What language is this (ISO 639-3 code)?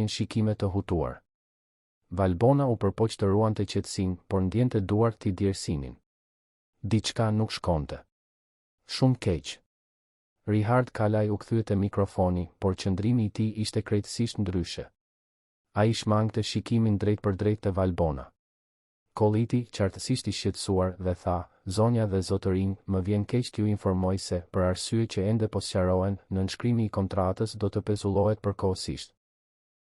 sqi